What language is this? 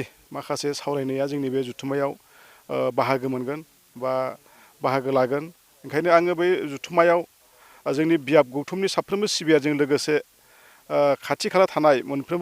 Bodo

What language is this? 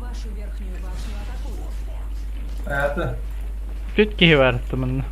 Yakut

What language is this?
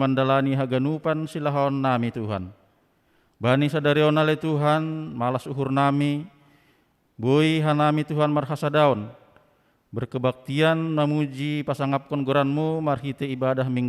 Batak Simalungun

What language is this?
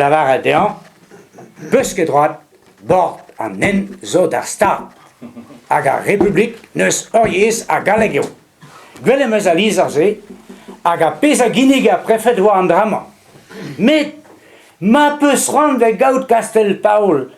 Breton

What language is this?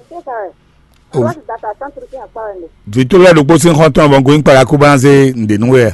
Fon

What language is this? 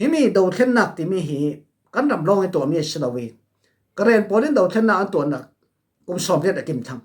Falam Chin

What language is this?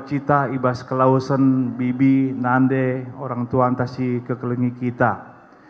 Batak Karo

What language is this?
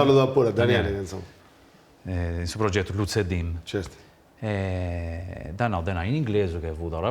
Sardinian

